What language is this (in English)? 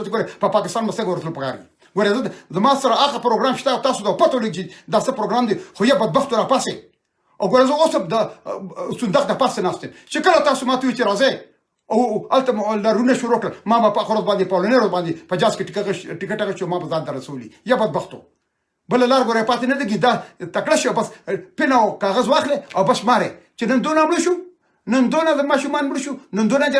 Pashto